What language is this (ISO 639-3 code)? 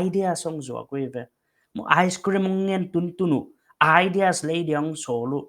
pck